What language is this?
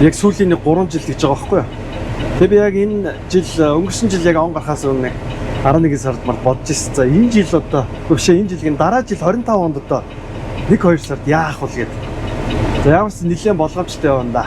Mongolian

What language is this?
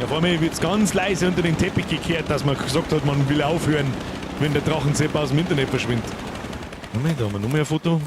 Bavarian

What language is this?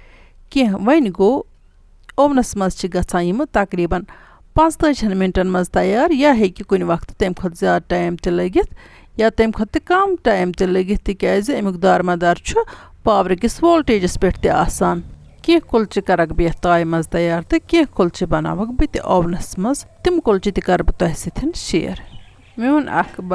Kashmiri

